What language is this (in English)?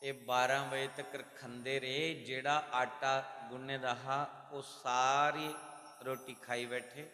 Dogri